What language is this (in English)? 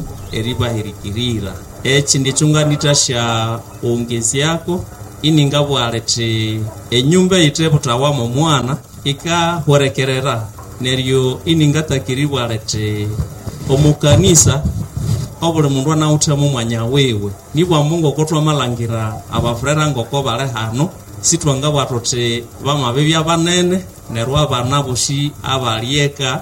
Nande